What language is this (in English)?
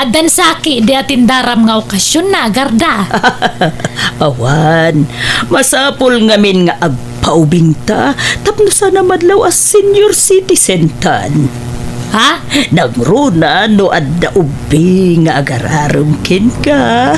Iloko